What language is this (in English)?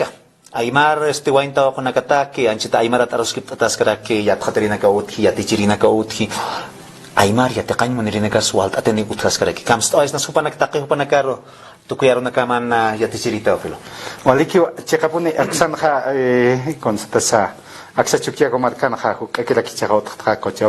Aymara